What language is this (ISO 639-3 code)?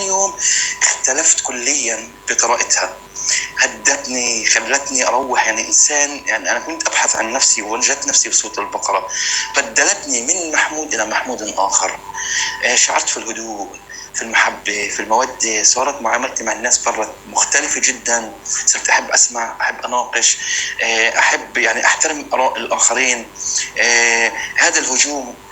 apc